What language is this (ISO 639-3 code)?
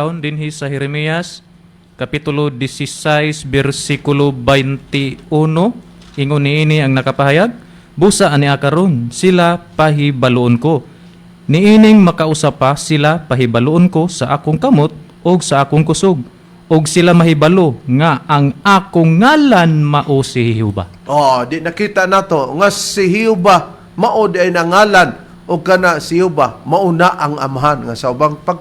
ceb